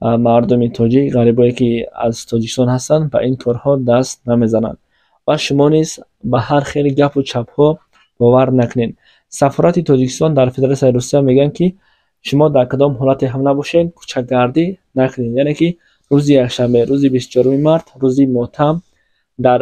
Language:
Tajik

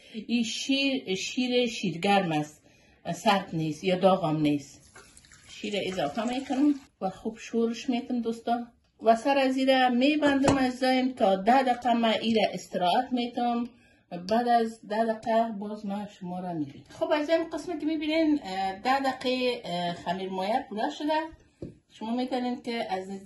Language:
Persian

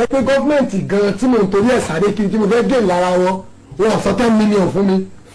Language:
Yoruba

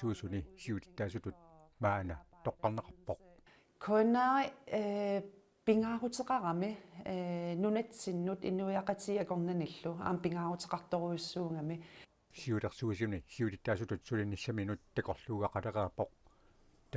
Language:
Kalaallisut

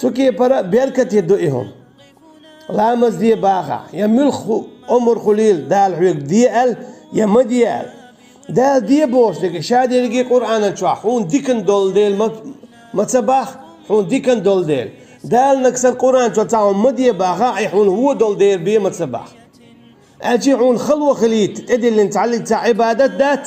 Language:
Chechen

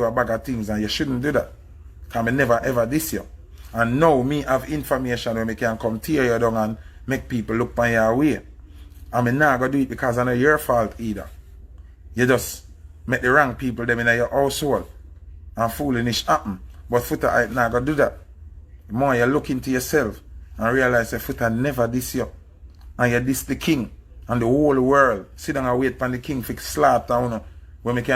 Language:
Jamaican Creole English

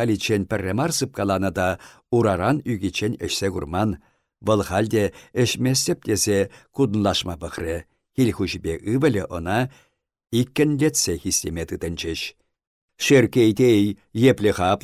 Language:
Chuvash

